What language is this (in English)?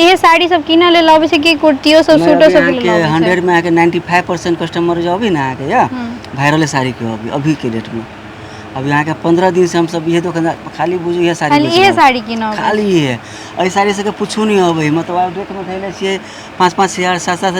Maithili